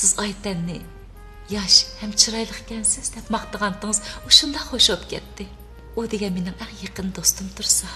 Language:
Uyghur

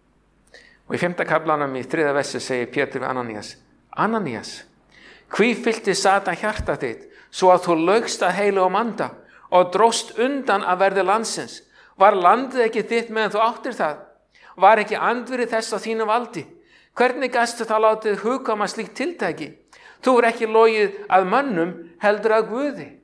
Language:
Icelandic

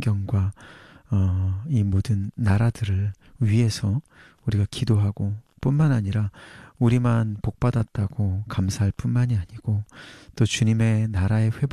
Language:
Korean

